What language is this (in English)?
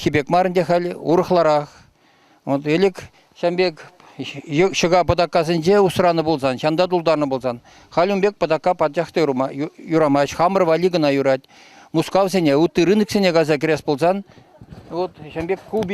Chuvash